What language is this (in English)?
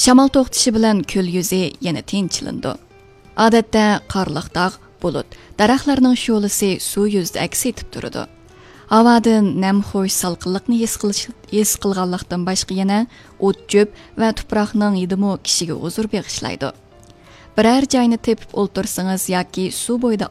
Uyghur